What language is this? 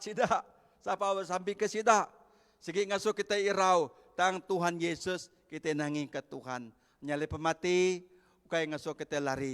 Iban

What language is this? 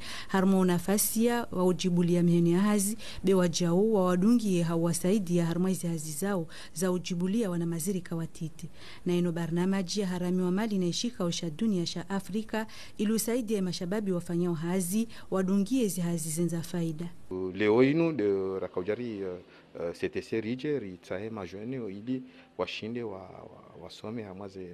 Ngazidja Comorian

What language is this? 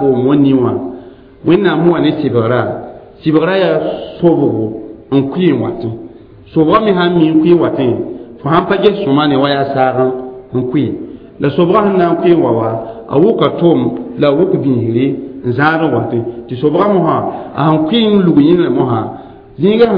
Mossi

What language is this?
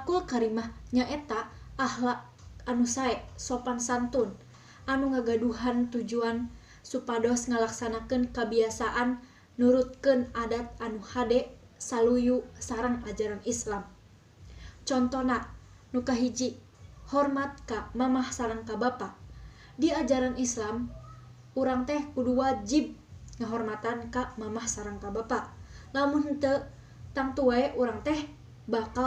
Sundanese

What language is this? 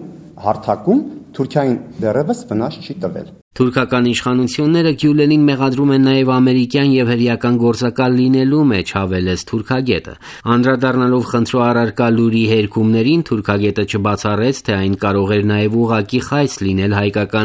Armenian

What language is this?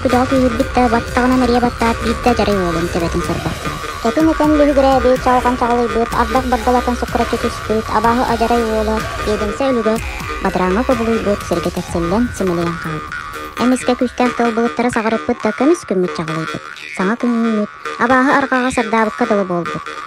Yakut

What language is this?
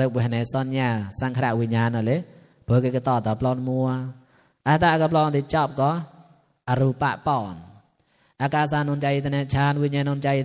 Mon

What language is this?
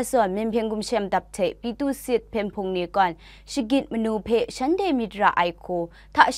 Kachin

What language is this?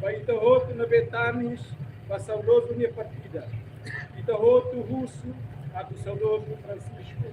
Tetum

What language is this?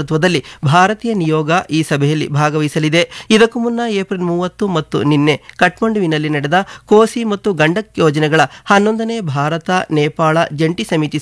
Kannada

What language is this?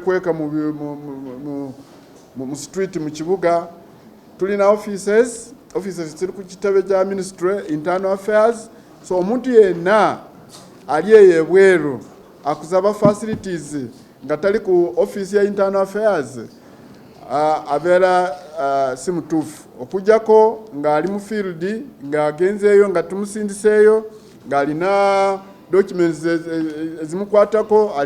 Ganda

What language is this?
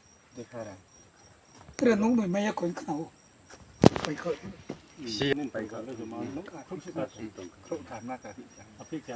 Riang (India)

